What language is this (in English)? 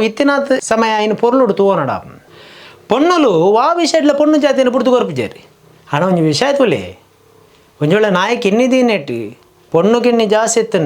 Tulu